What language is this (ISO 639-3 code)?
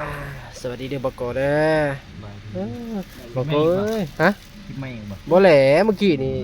tts